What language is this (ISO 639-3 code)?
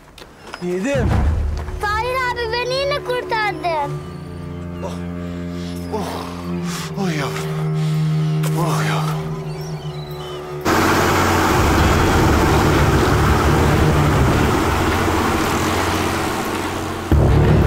tur